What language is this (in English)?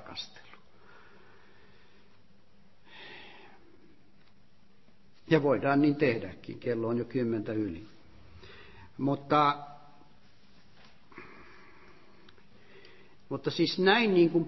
Finnish